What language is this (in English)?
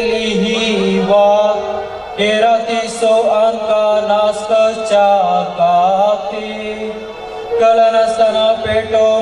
Konkani